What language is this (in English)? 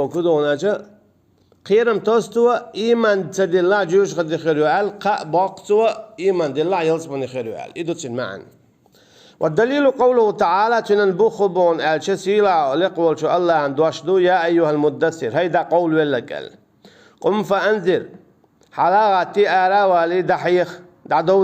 Chechen